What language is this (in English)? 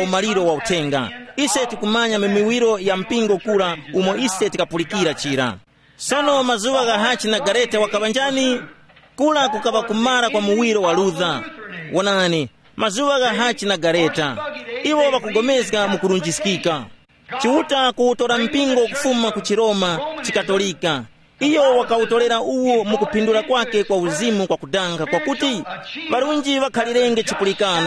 Tumbuka